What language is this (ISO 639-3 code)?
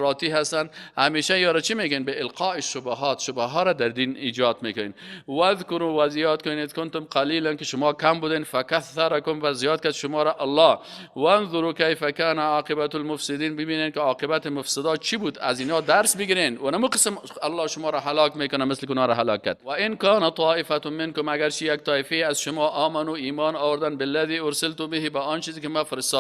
fas